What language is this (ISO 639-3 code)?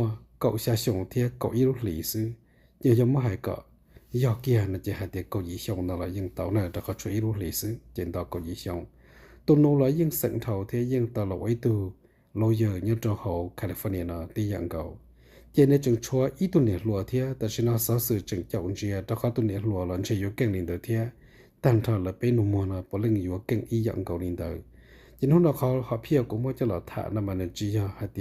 hmn